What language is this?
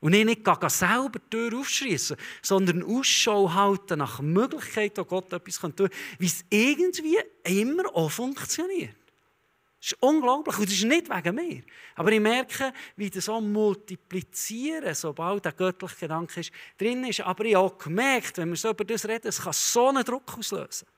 Swiss German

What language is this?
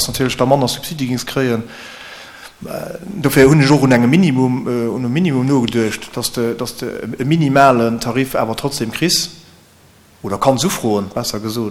Luxembourgish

